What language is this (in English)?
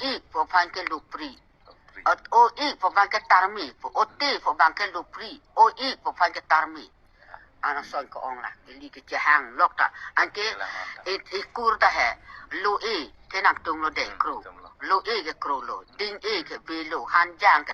Karbi